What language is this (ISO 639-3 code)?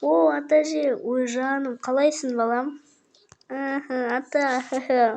kaz